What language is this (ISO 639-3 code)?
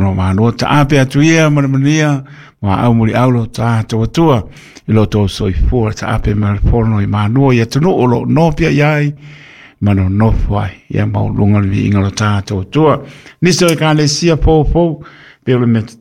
smo